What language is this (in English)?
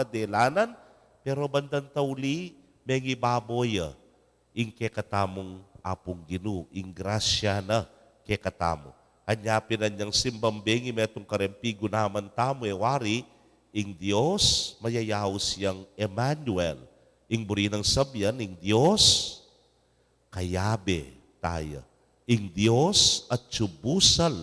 Pampanga